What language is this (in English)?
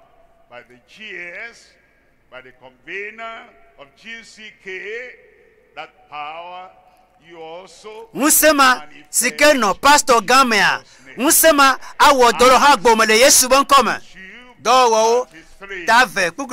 Ewe